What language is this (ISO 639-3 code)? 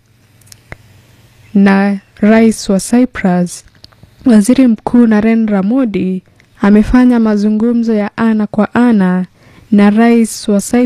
swa